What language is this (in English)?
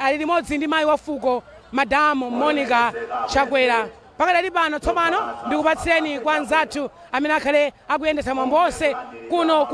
Nyanja